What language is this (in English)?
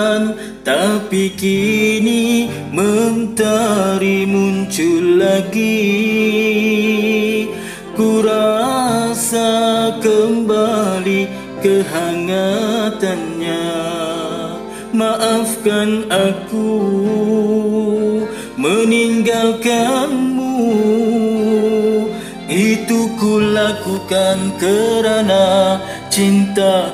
Malay